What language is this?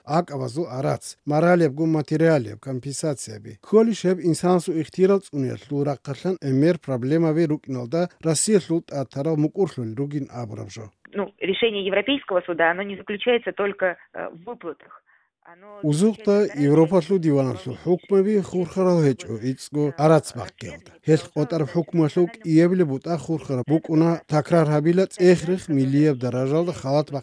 Avaric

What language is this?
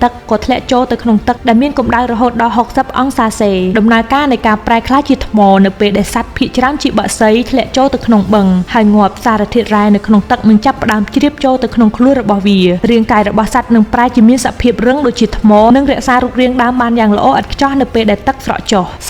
Khmer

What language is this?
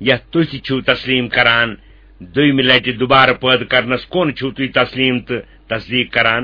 Kashmiri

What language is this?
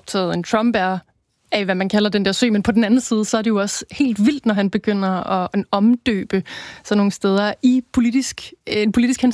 Danish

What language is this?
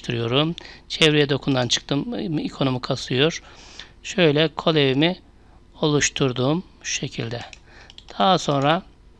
Turkish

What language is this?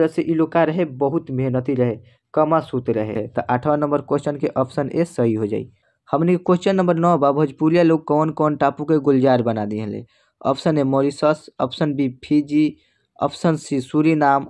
Bhojpuri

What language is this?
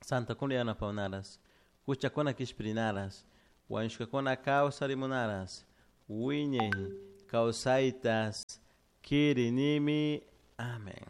Chimborazo Highland Quichua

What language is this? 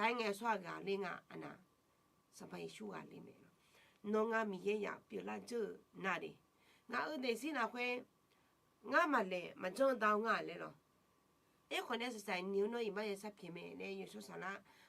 Akha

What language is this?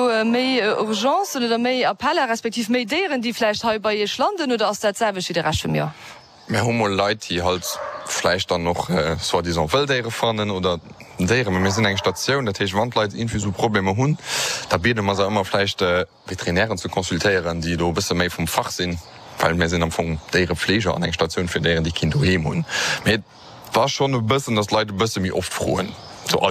Luxembourgish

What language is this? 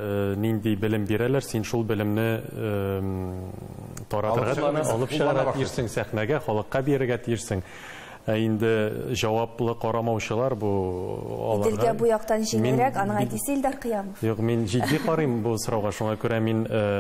Tatar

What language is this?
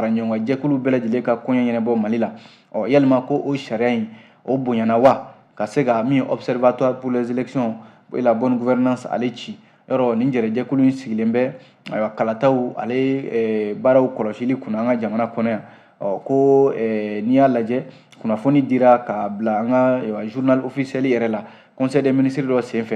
Bambara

